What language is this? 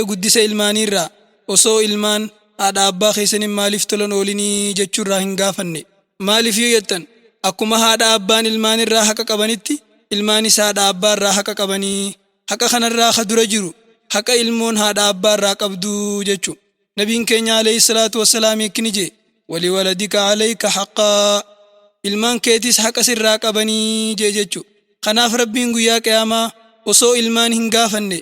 Oromo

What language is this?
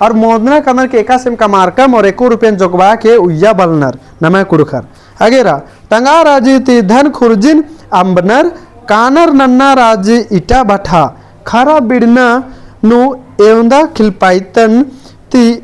Kurukh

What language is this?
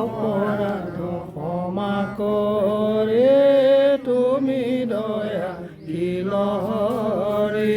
Assamese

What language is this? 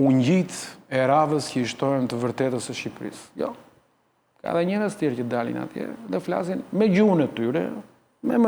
Albanian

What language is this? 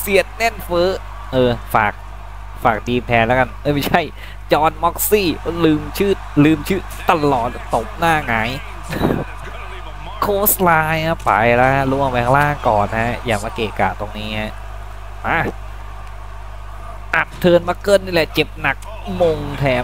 Thai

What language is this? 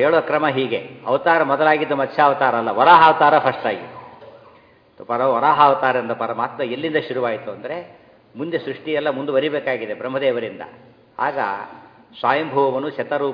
Kannada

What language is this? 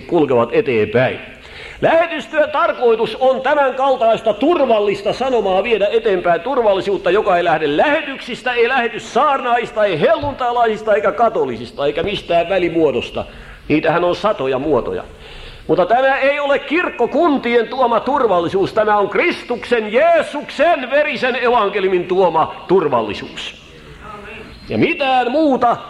Finnish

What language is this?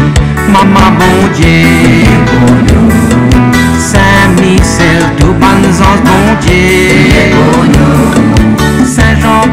Morisyen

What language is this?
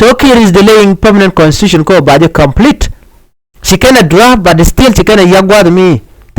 Nuer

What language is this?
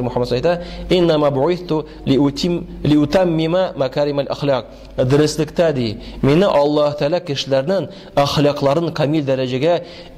Tatar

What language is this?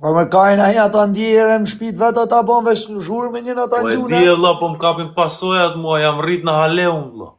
Albanian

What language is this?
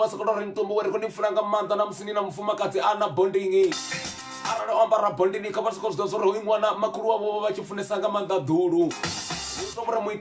Venda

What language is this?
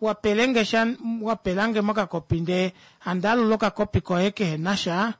Kuanyama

